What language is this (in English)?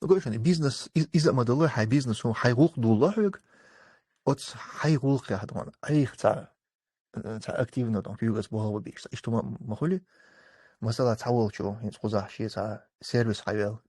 Chechen